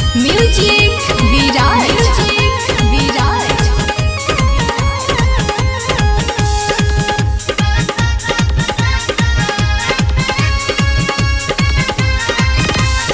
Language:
Bhojpuri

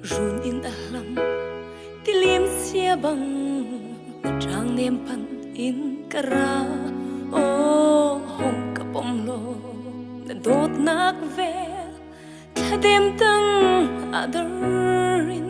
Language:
Hakha Chin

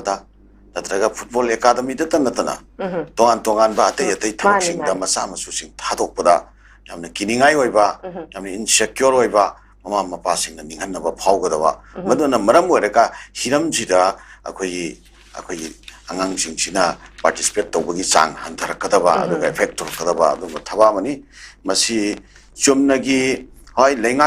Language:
Manipuri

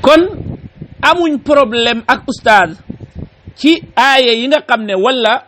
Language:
Wolof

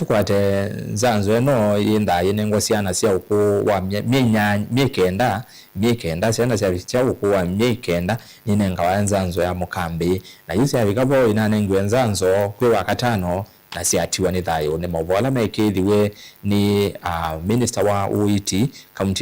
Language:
Kamba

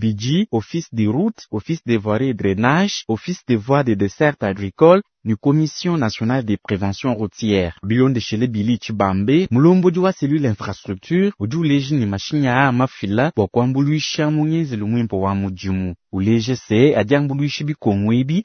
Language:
Luba-Lulua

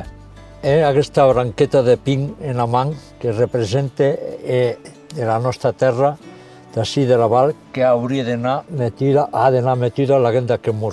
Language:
Occitan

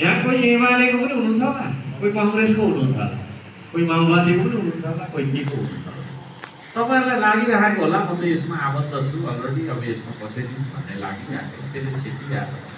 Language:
Nepali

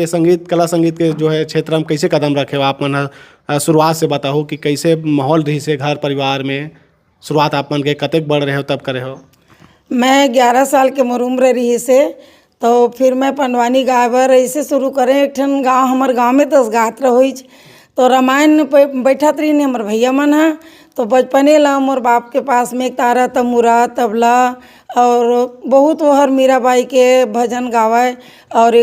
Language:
Chhattisgarhi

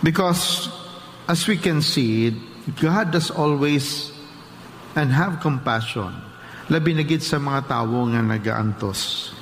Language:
Hiligaynon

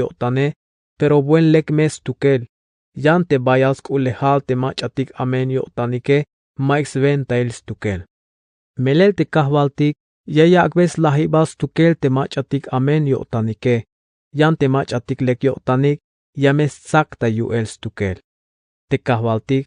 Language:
Tzeltal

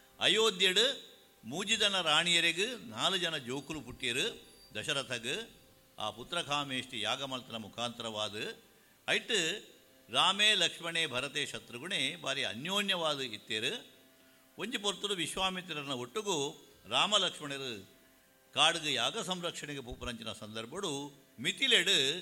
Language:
Tulu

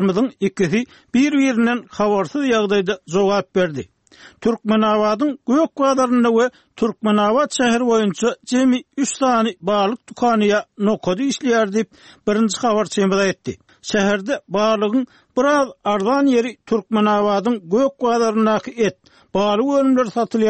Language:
Turkmen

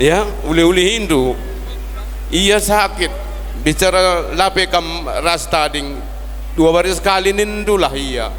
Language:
Batak Karo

